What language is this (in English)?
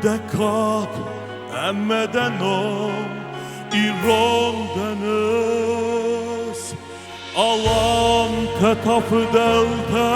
Ossetic